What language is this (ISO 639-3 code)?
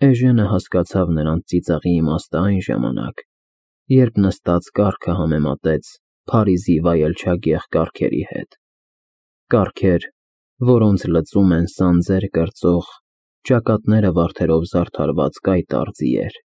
hye